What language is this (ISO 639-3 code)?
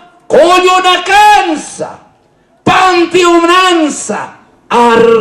aym